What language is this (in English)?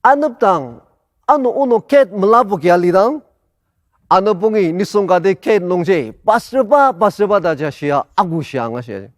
Ao Naga